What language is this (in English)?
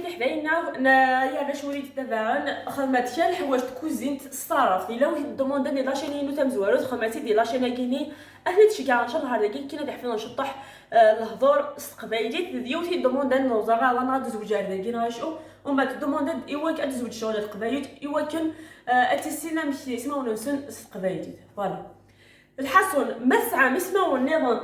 Algerian Arabic